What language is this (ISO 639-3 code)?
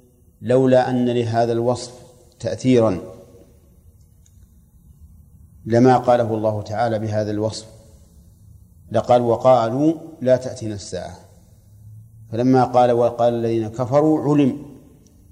ara